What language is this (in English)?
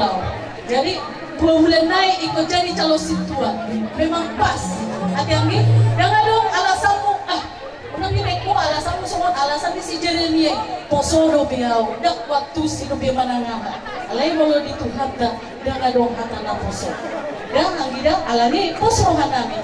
Batak Toba